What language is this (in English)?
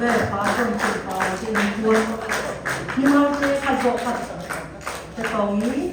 Siyin Chin